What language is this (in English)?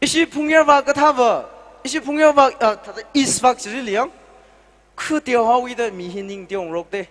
Tangkhul Naga (India)